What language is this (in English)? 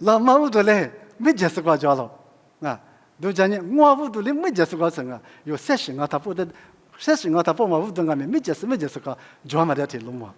Lisu